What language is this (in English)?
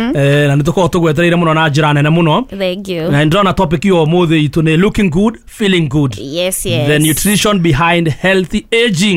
Kikuyu